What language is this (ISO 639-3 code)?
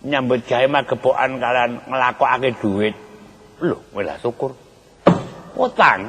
jav